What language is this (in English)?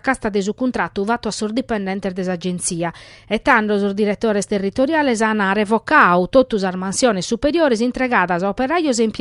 Sardinian